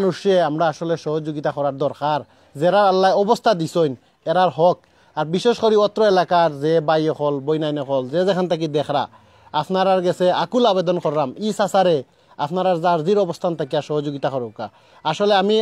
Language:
Sylheti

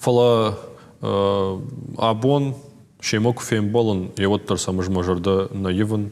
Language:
Ossetic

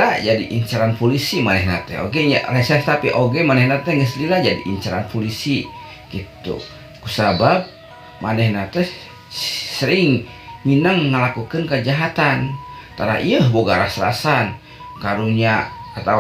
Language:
Sundanese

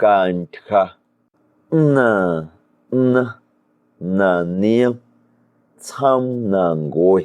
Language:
Guerrero Amuzgo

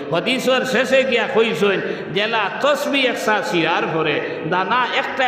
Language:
Sylheti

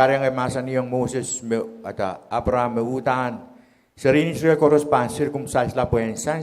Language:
Pohnpeian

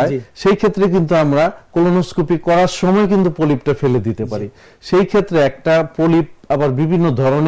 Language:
Bangla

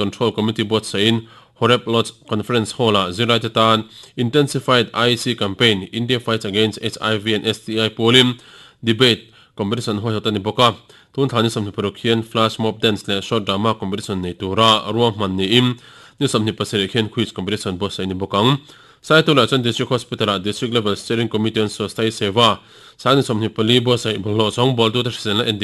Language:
Mizo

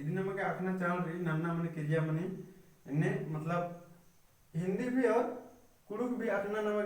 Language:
Kurukh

